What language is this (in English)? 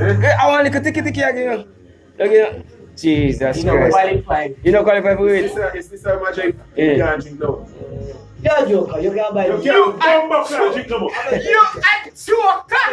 Jamaican Creole English